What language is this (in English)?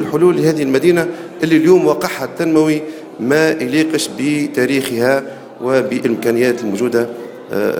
Tunisian Arabic